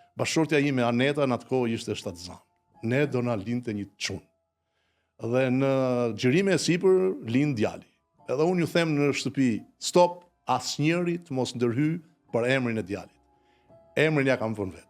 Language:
Albanian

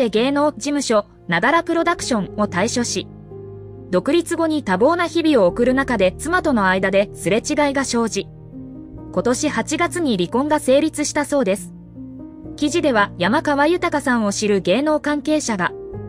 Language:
Japanese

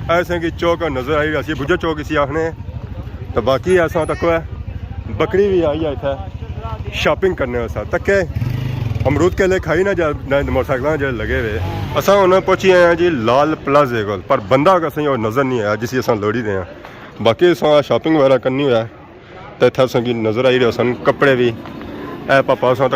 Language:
Pahari-Potwari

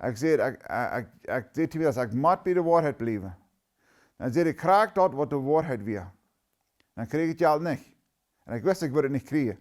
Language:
Plautdietsch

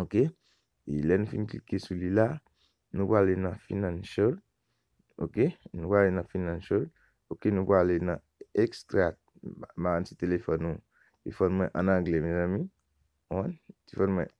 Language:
Haitian Creole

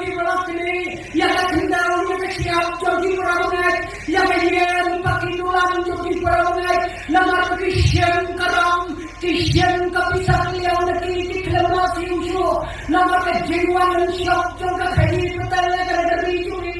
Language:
Khasi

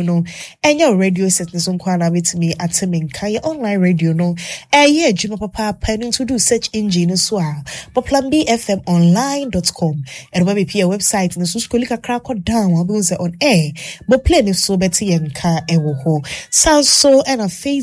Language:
Akan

